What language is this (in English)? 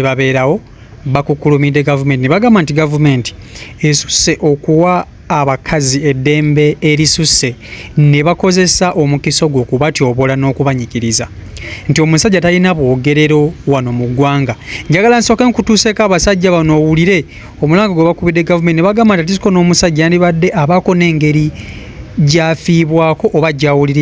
Ganda